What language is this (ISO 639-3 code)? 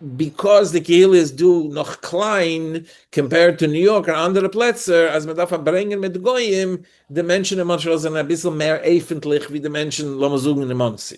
yid